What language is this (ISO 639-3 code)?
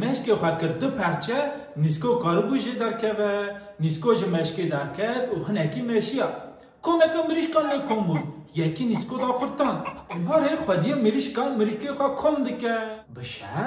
kur